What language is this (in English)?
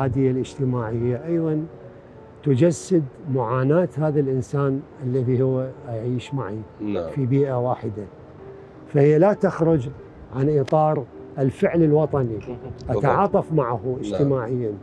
Mesopotamian Arabic